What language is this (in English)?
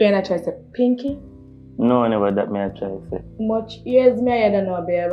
Jamaican Creole English